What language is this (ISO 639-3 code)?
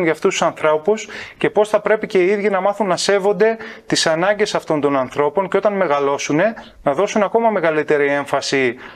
ell